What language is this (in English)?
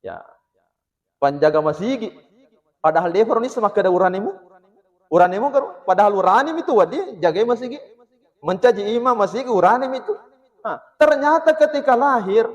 Buginese